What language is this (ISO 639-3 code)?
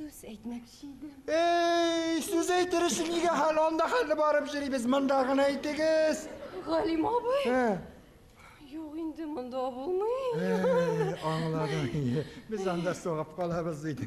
bak